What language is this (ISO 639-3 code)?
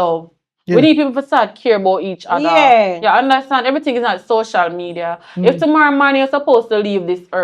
jam